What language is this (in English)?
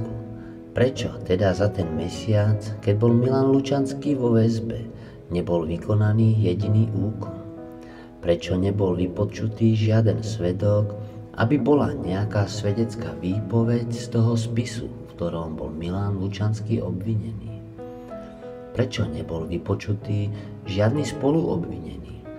Slovak